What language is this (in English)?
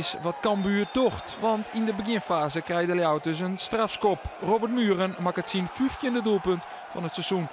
Western Frisian